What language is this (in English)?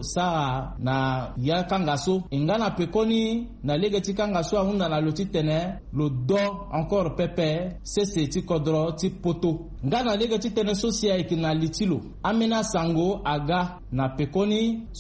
Sango